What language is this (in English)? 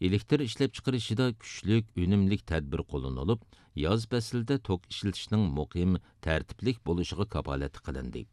Uyghur